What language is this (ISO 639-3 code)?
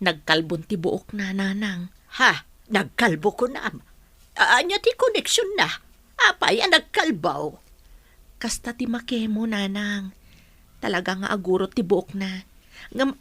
ilo